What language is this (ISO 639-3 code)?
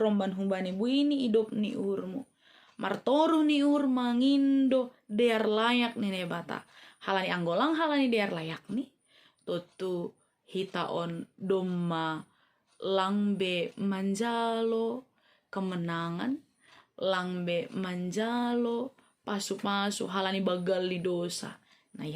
bts